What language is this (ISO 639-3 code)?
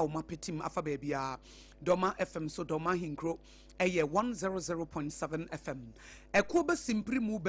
aka